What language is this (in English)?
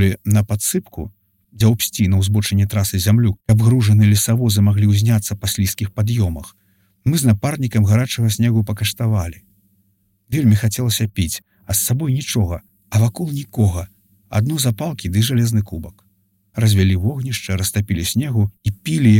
Belarusian